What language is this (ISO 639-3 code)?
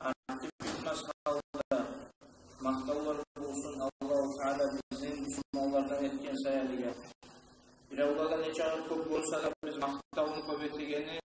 kum